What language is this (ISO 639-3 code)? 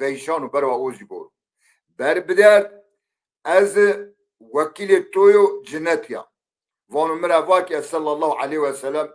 zza